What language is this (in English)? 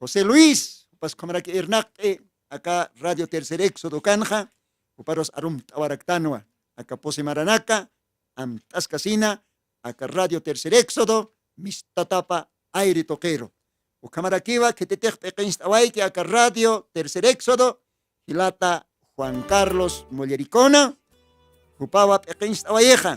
Aymara